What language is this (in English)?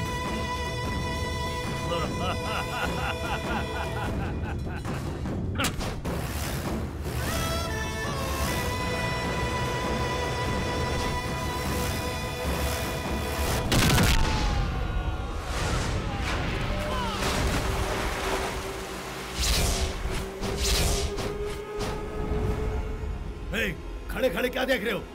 Hindi